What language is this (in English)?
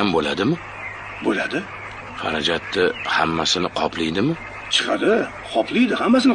Uzbek